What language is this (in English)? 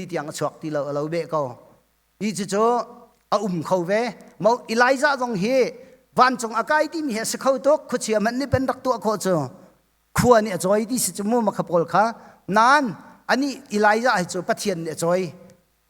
Hakha Chin